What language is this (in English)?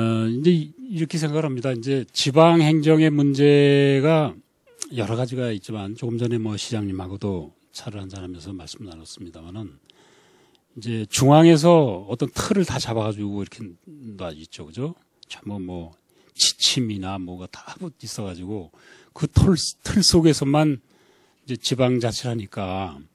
Korean